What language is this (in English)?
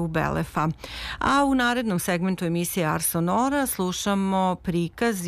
Serbian